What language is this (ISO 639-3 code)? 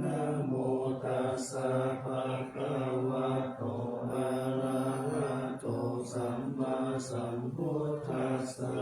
pli